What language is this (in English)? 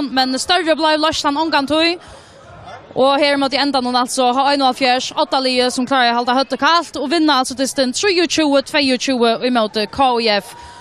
Faroese